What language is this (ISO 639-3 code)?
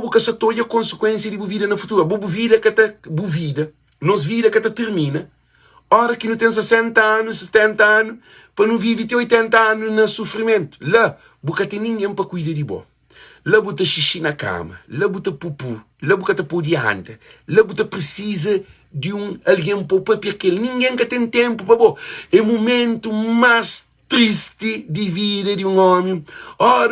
kea